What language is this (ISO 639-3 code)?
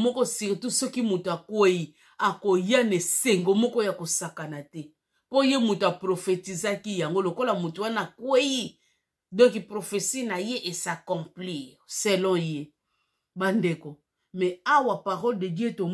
lin